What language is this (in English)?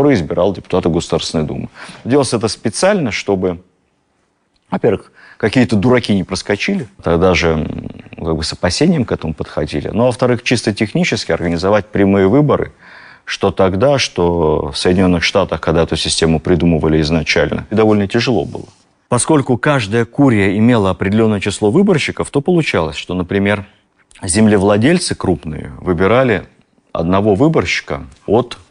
Russian